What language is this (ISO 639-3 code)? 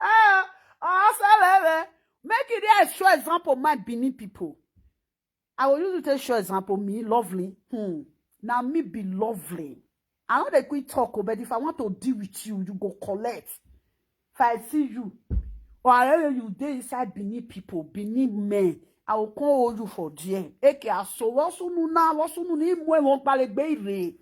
pcm